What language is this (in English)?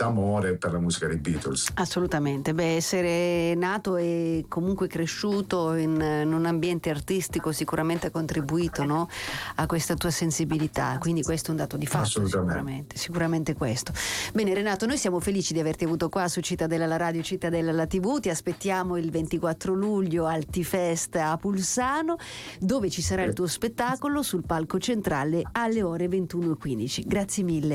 Italian